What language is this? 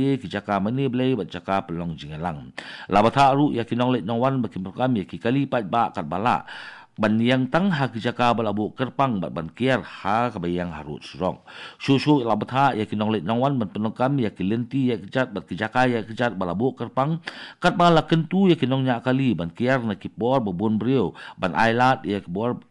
Khasi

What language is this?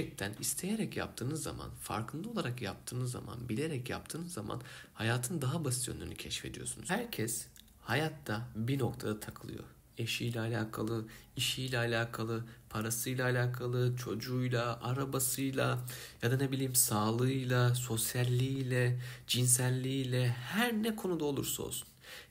Turkish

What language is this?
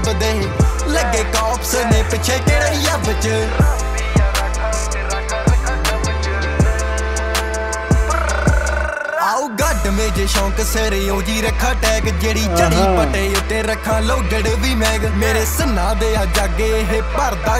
Punjabi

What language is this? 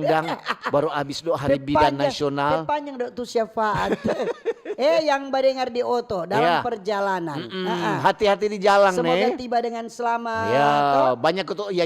Manado Malay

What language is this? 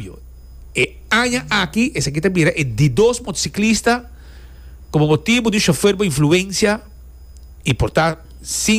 Papiamento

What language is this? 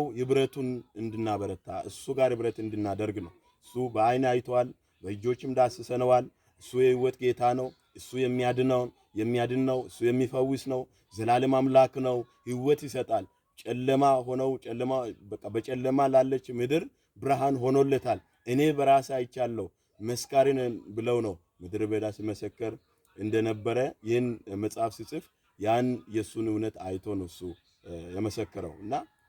Amharic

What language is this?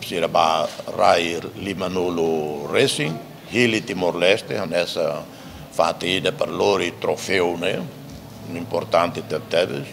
Tetum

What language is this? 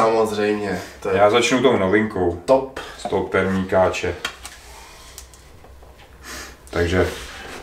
Czech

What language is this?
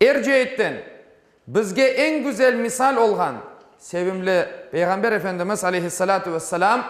Crimean Tatar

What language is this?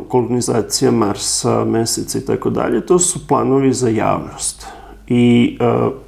Serbian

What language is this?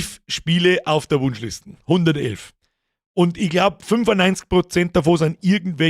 Bavarian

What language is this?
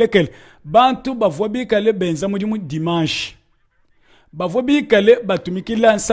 Luba-Lulua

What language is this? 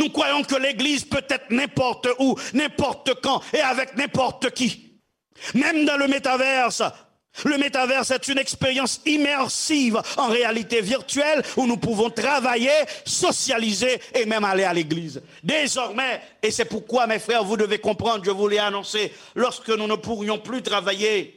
Haitian Creole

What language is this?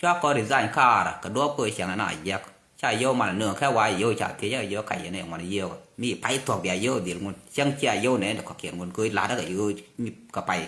Nuer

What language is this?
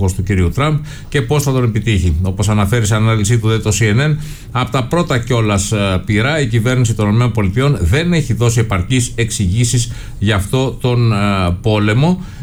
Greek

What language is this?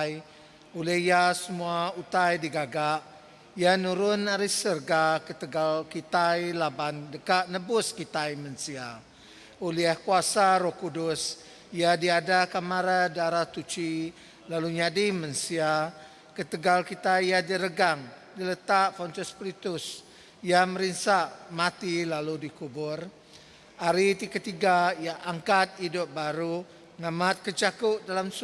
Iban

